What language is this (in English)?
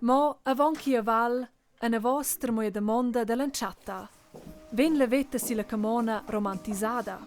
Romansh